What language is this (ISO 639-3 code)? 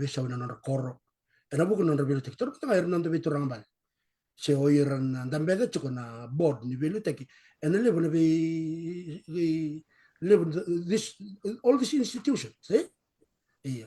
fij